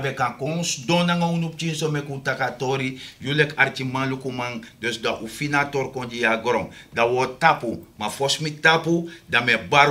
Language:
Sranan Tongo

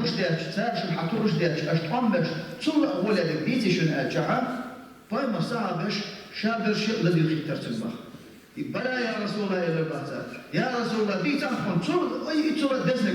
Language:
Chechen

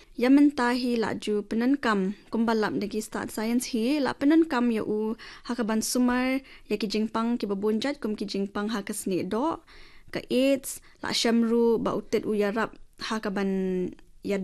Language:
Khasi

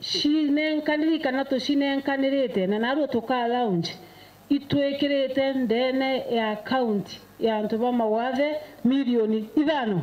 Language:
Meru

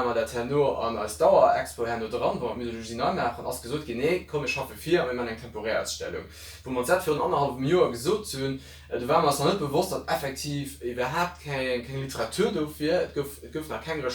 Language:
Luxembourgish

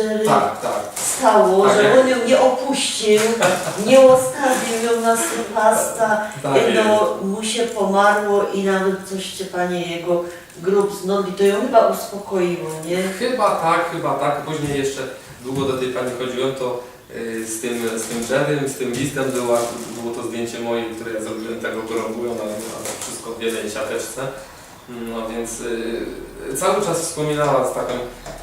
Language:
Silesian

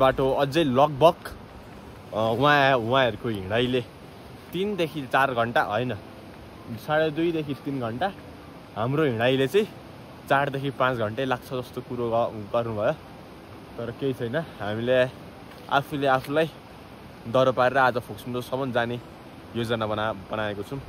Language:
Nepali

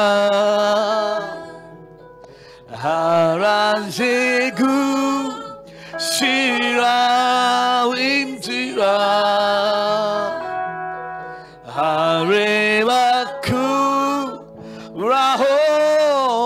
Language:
Kinyarwanda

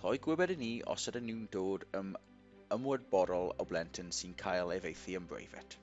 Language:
Welsh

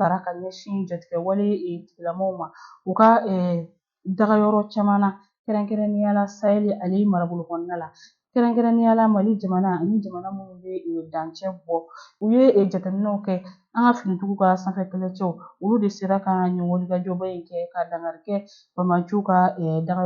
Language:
Bambara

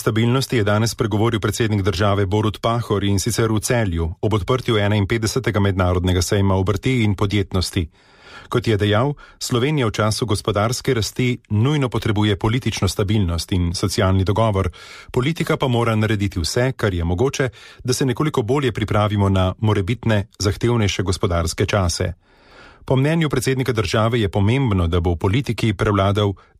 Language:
Slovenian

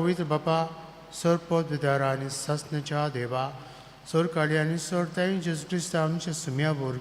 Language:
Konkani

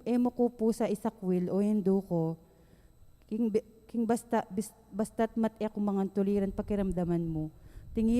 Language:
Pampanga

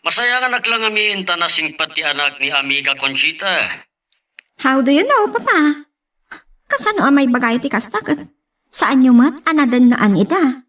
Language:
Iloko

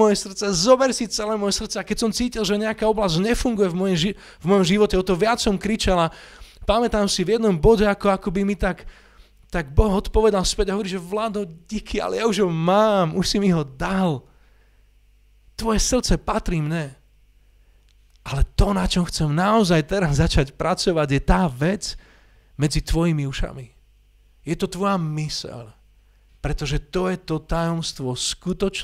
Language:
Slovak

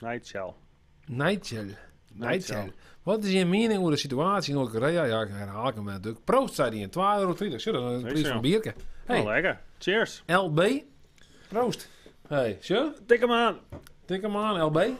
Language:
Western Frisian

